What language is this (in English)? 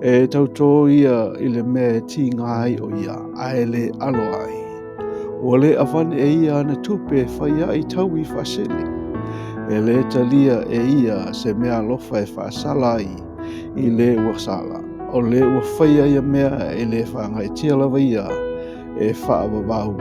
Samoan